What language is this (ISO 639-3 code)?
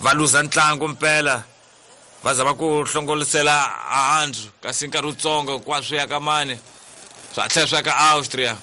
tso